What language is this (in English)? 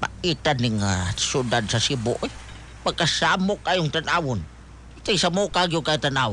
Cebuano